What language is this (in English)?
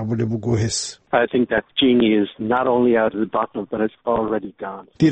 Avaric